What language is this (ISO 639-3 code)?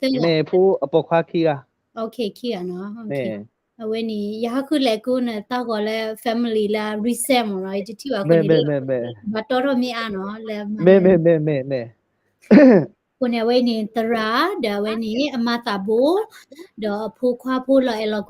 ksw